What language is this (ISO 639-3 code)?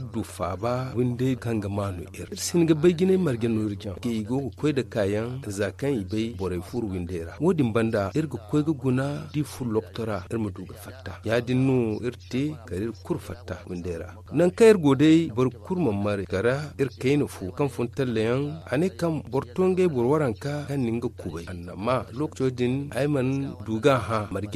dje